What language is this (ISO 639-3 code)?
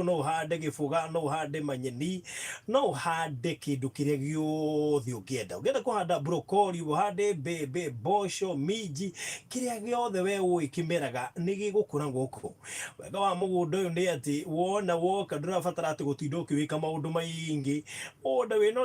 kik